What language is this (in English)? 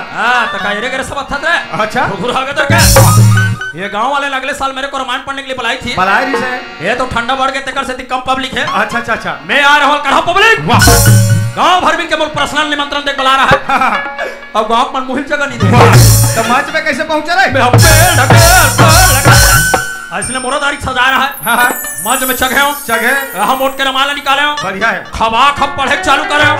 Chhattisgarhi